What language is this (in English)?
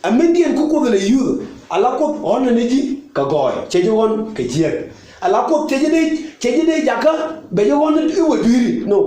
Nuer